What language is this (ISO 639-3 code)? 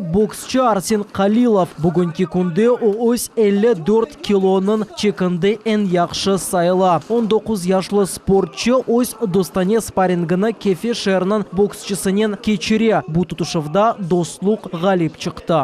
crh